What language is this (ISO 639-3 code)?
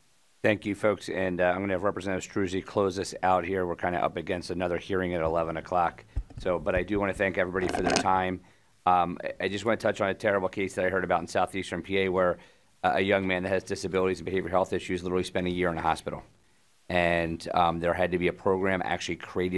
eng